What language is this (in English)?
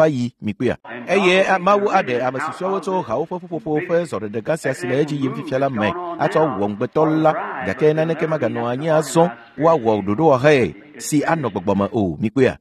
Ewe